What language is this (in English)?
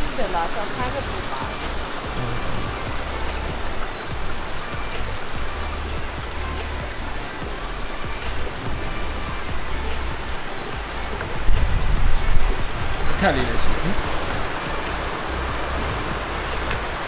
Burmese